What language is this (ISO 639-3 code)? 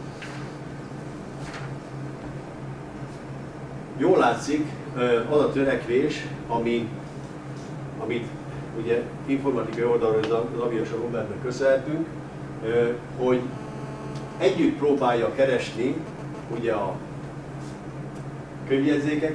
hun